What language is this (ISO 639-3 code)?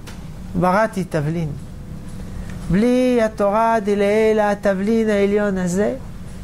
heb